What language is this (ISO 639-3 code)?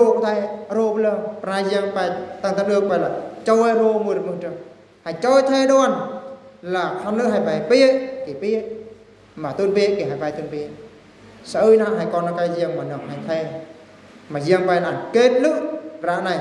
bru